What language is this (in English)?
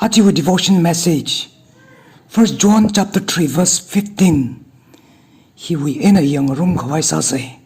Tangkhul Naga (India)